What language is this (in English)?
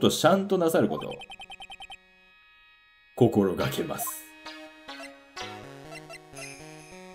Japanese